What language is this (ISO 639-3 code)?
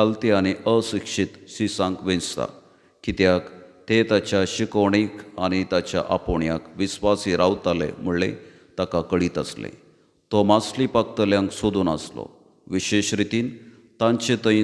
kok